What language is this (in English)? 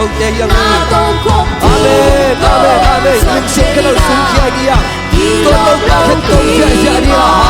Tedim Chin